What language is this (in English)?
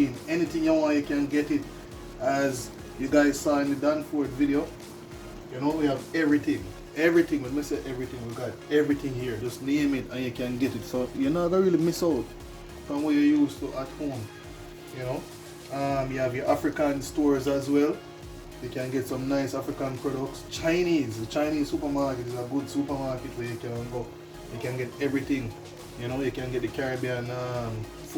Jamaican Creole English